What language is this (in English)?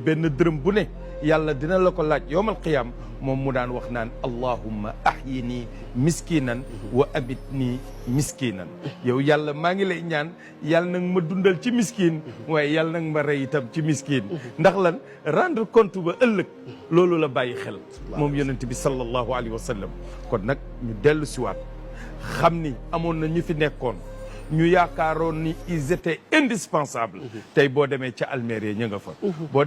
Wolof